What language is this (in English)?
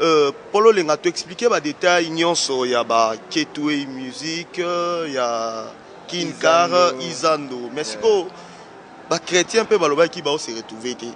Lingala